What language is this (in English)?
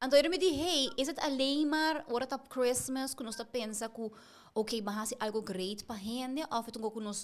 Papiamento